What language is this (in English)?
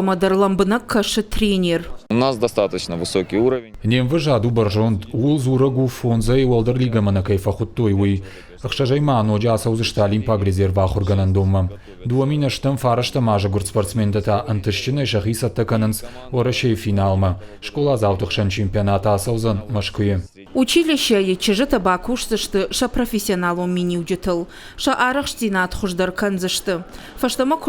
Ossetic